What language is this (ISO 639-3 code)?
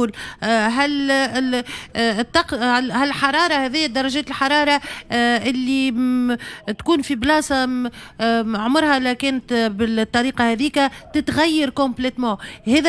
aeb